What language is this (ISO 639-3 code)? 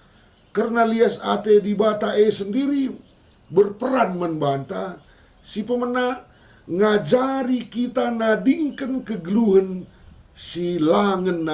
btx